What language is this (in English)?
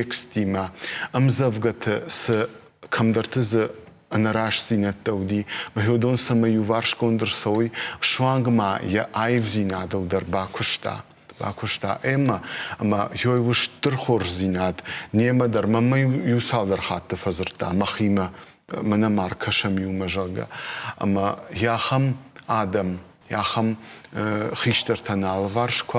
Ossetic